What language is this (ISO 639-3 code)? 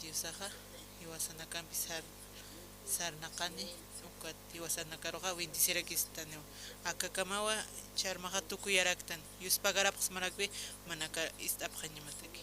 aym